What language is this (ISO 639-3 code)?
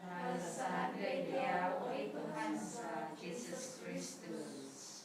dtp